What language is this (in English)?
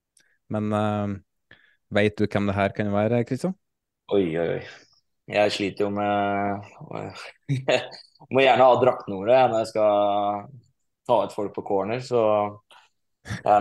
Norwegian